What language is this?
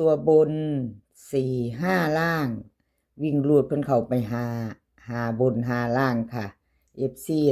Northeastern Thai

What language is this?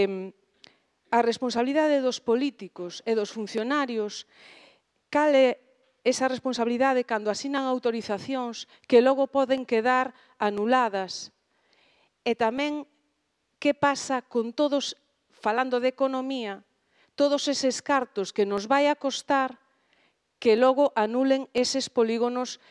Galician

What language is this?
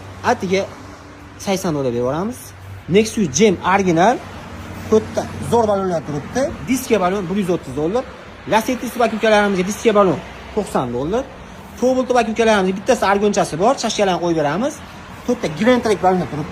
Uzbek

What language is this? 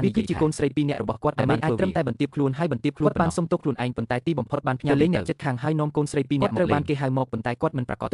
Khmer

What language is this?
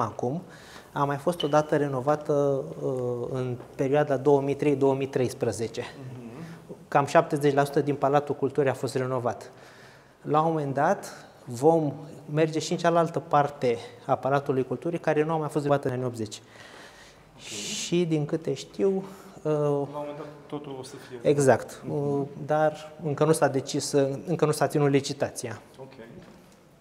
Romanian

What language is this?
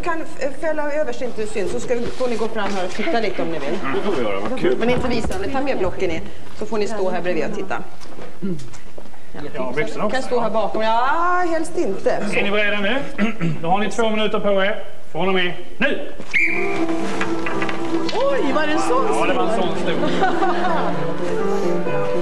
Swedish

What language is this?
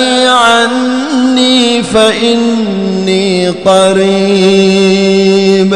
Arabic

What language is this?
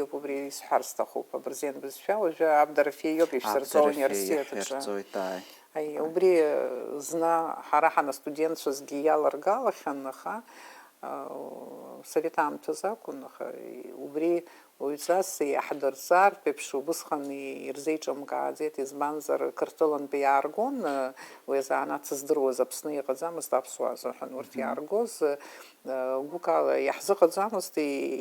Abkhazian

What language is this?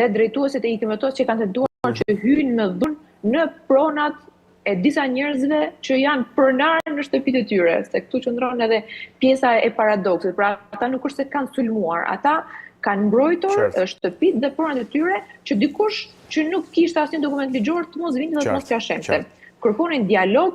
Albanian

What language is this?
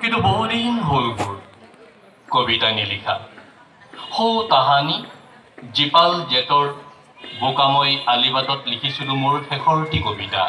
Assamese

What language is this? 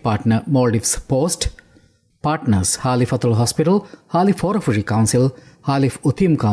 Divehi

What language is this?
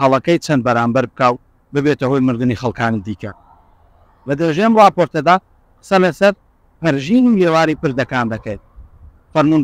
Central Kurdish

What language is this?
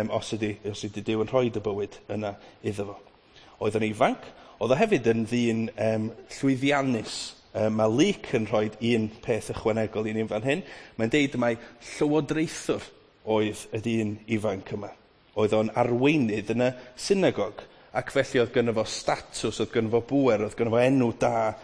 Welsh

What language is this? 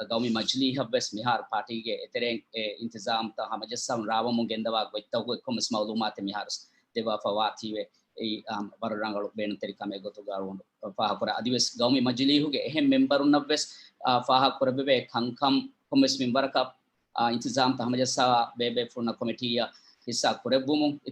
Divehi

